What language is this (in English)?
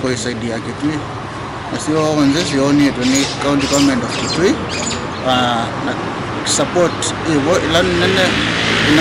Kamba